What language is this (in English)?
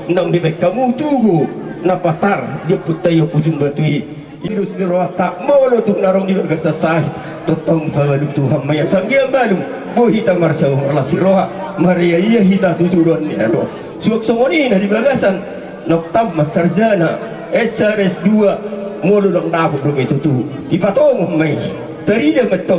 Batak Toba